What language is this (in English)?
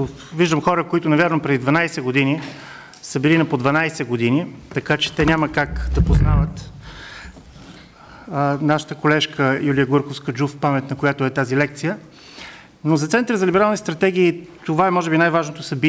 Bulgarian